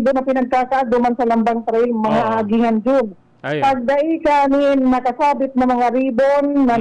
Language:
Bikol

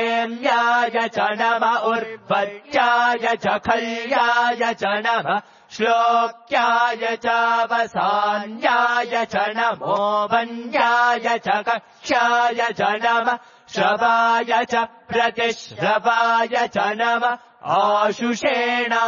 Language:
Sanskrit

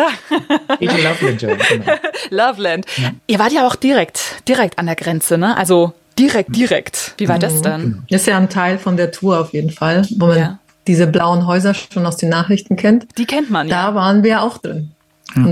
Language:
German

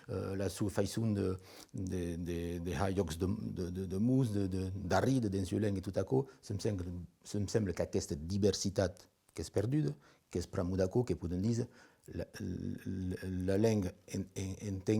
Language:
Occitan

